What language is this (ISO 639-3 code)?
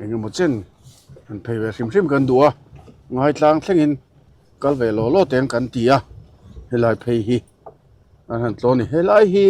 lus